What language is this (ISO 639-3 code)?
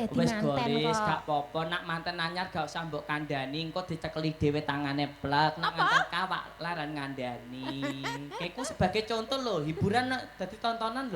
jav